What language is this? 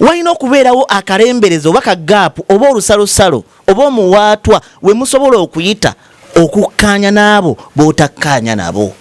Ganda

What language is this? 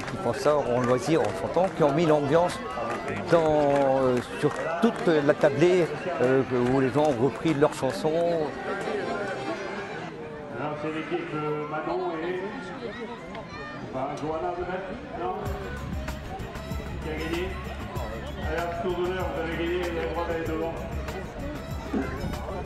French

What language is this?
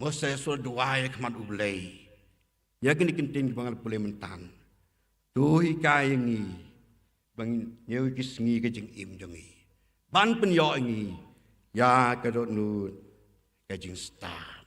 Khasi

